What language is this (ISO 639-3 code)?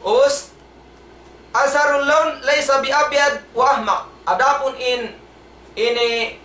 tsg